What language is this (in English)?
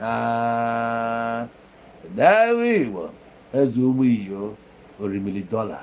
Igbo